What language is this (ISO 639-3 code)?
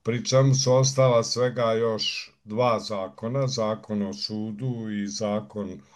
bos